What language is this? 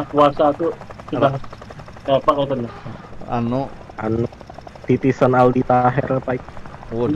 Banjar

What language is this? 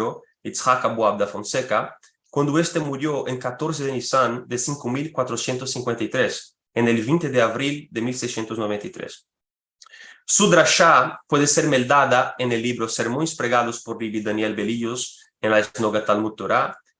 Ladino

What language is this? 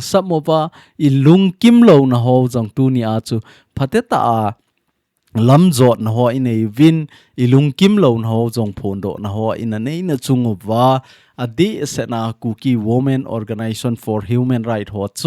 Thado Chin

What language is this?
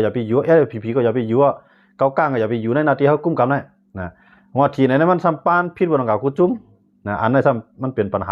Shan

